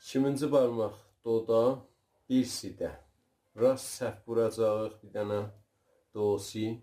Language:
South Azerbaijani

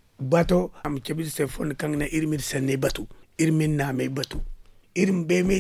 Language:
Zarma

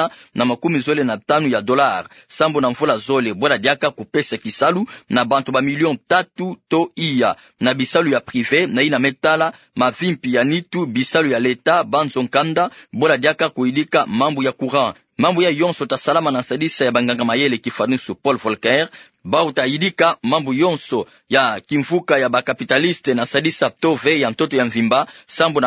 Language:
Kituba (Democratic Republic of Congo)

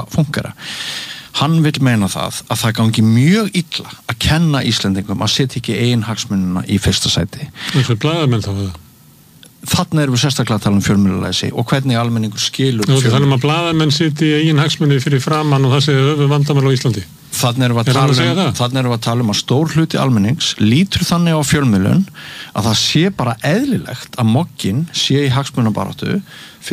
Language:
Icelandic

